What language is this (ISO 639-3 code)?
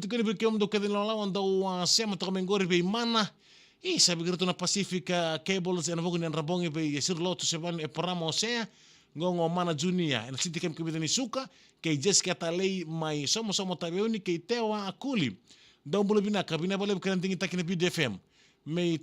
fij